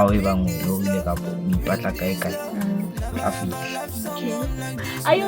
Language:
Southern Sotho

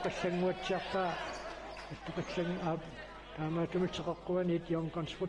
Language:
Kalaallisut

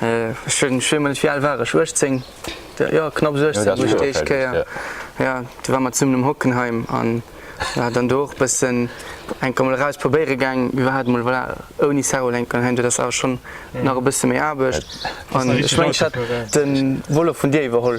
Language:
Luxembourgish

